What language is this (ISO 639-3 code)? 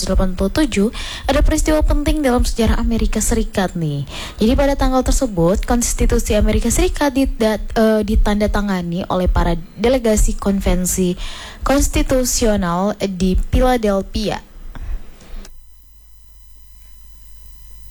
ind